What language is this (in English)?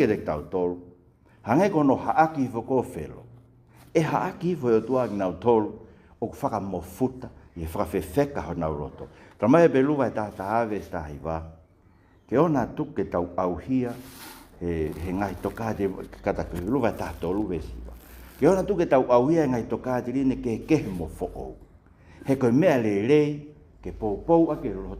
Tongan